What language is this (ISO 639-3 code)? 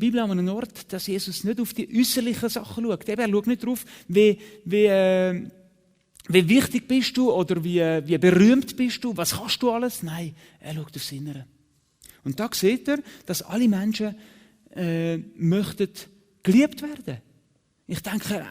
gsw